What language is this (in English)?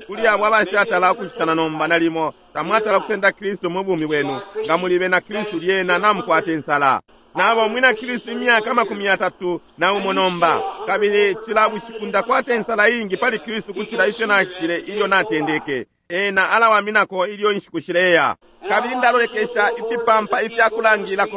Bemba